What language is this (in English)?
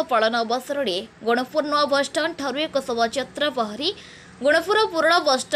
Odia